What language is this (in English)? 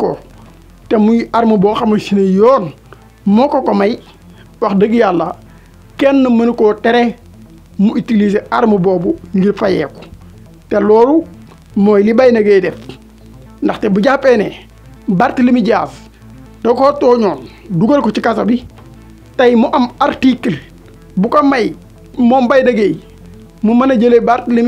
Wolof